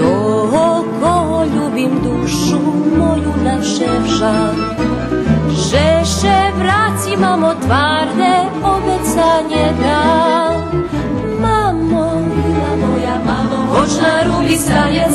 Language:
Rusyn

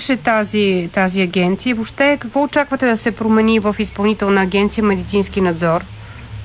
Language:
Bulgarian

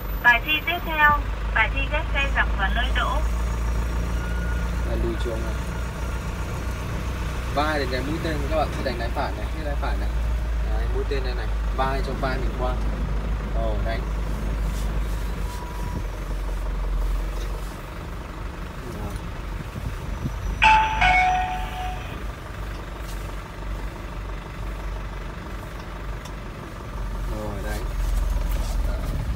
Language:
Vietnamese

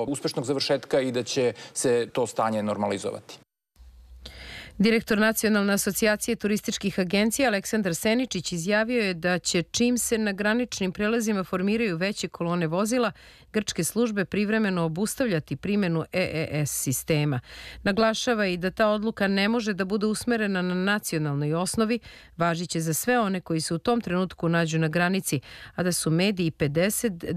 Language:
Serbian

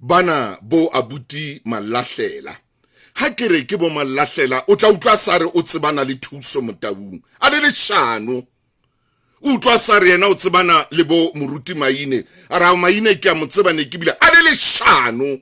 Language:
Southern Sotho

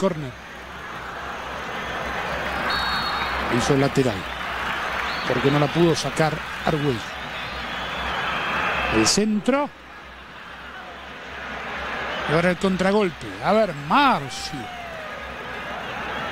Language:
Spanish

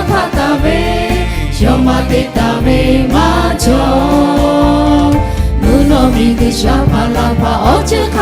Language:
Lahu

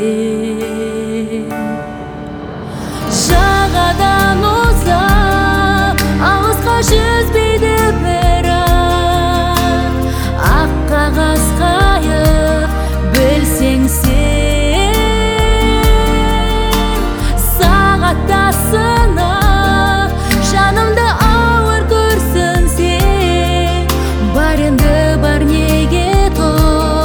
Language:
Kazakh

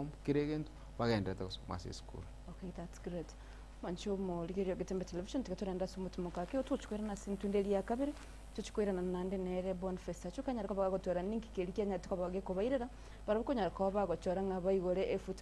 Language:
Gusii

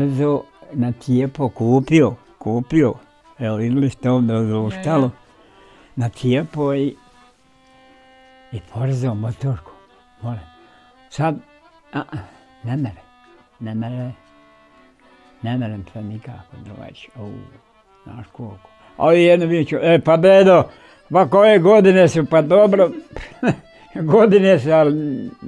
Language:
Bosnian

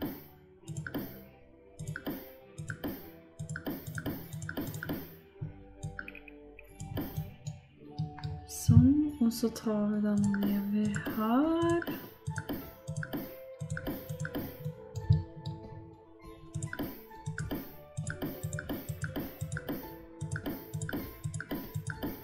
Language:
Norwegian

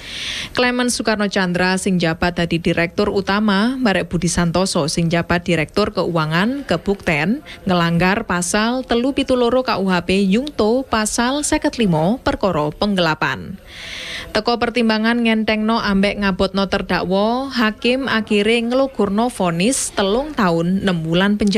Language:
Javanese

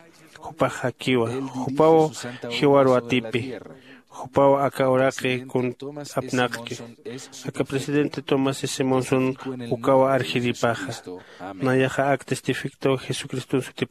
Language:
Aymara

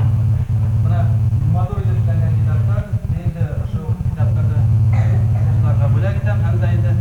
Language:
Bashkir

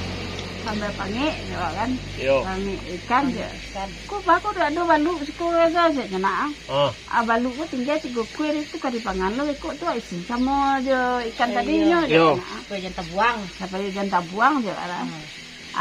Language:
Minangkabau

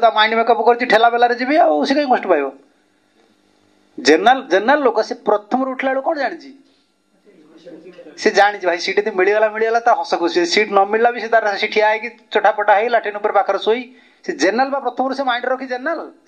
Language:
Odia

